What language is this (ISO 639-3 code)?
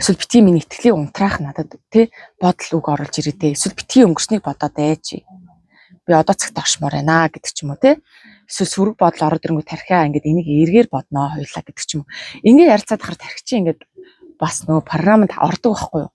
mon